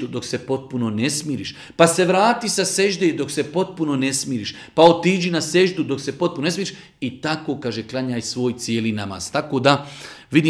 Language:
Bosnian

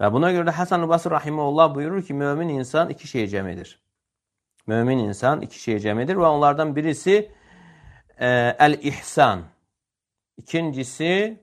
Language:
Azerbaijani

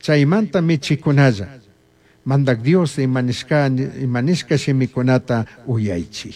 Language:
Chimborazo Highland Quichua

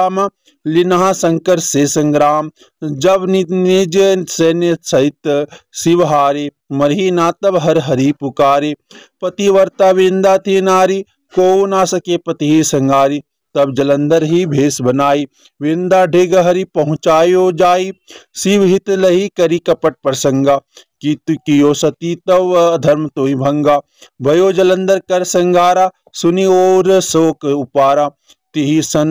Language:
Hindi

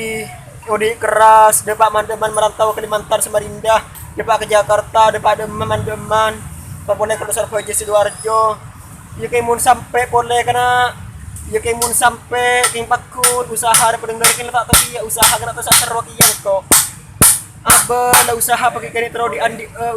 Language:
Madurese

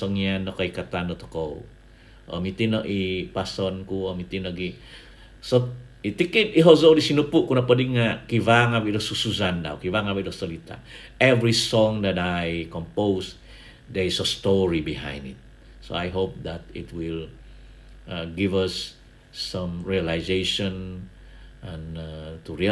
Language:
Central Dusun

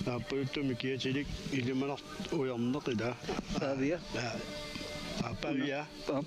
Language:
Kalaallisut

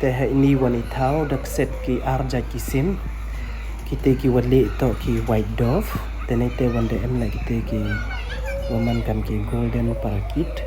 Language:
Pnar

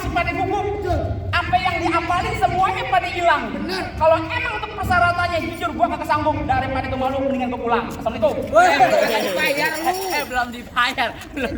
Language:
Betawi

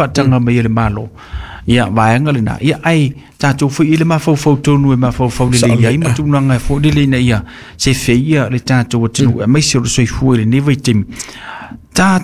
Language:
Samoan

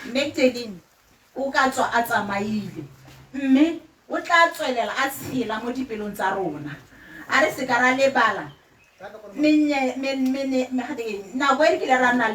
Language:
Tswana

